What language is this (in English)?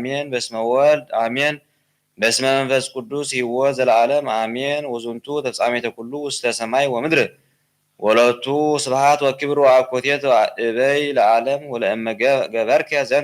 Geez